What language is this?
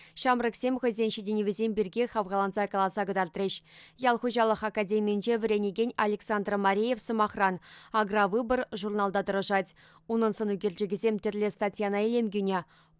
Chuvash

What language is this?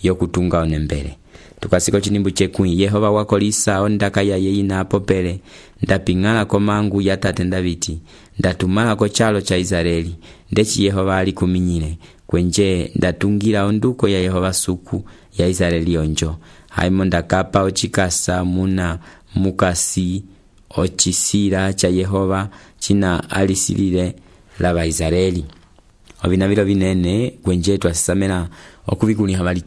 Umbundu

